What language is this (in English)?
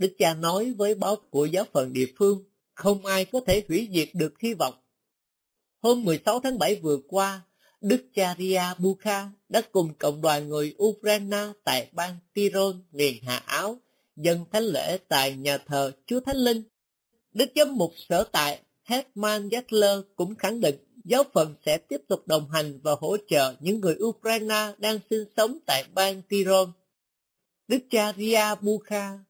Vietnamese